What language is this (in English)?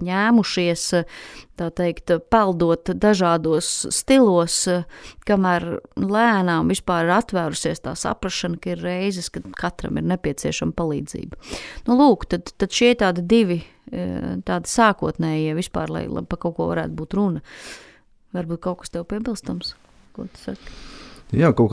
Latvian